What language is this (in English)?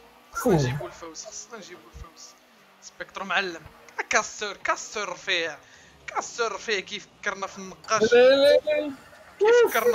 Moroccan Arabic